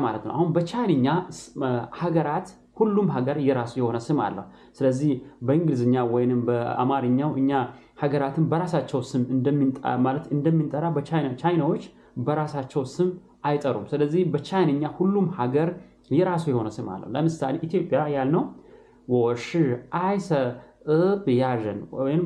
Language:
Amharic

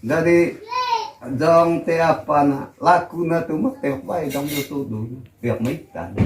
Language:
Manggarai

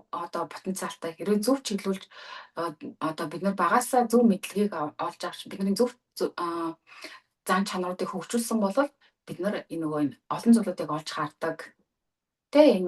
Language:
Mongolian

